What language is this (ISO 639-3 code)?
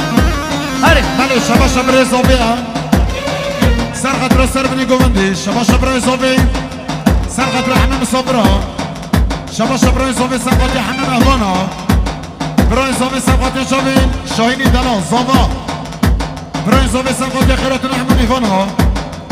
fas